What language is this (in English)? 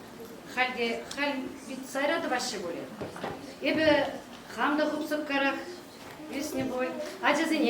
Chuvash